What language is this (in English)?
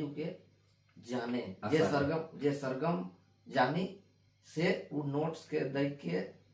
Sadri